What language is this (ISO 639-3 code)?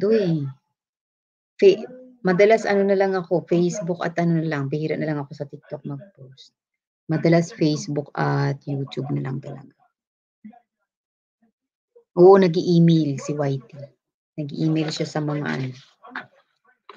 fil